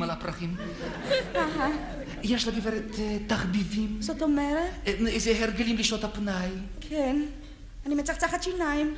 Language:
Hebrew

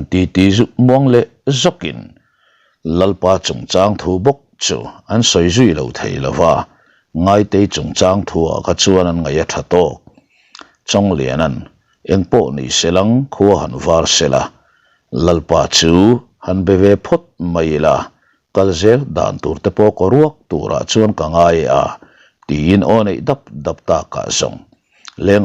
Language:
Mizo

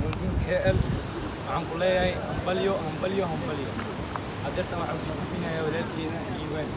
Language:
Somali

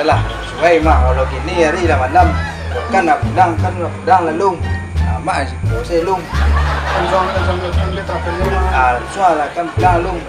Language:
Minangkabau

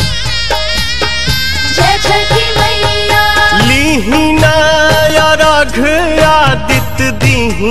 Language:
Bhojpuri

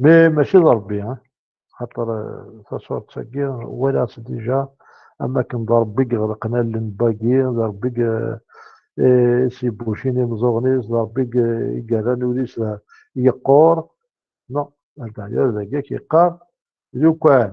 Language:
Kabyle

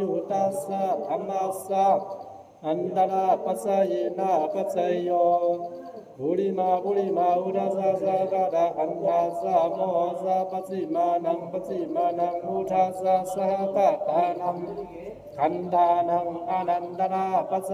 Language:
Pali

